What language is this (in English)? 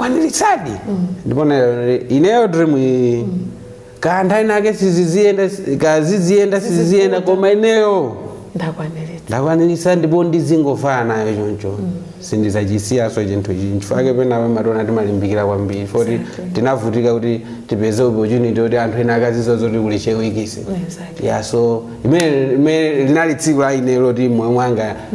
Nyanja